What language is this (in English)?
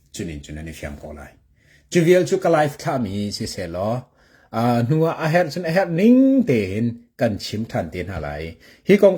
Hakha Chin